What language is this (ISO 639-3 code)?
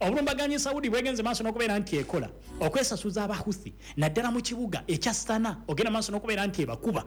lug